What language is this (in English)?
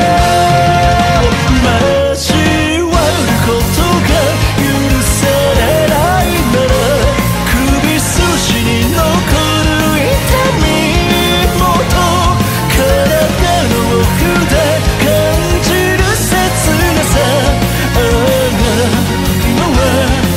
Japanese